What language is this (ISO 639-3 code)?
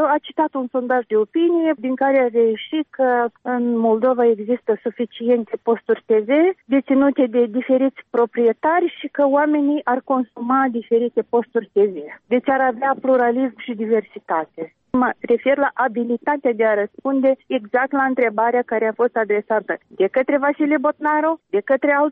ron